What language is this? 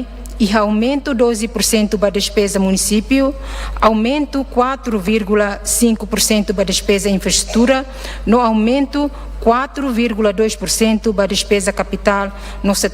Tetum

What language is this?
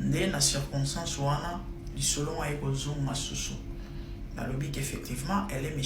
Lingala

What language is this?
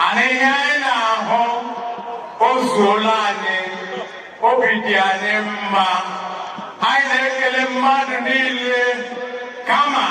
Igbo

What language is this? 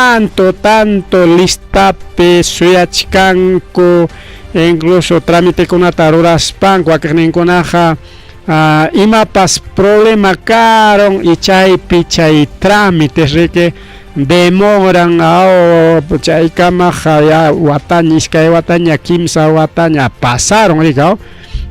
Ayacucho Quechua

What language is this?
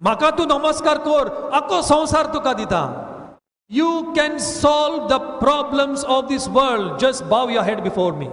Konkani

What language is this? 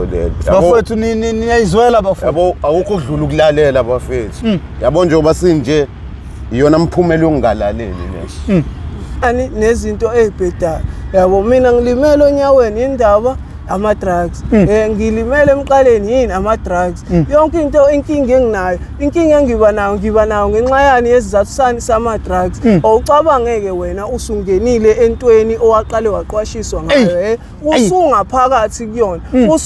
Zulu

